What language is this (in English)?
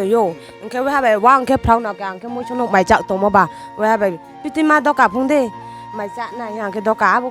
Riang (India)